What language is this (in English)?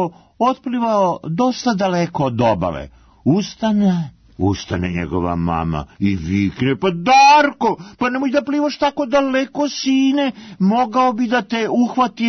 Serbian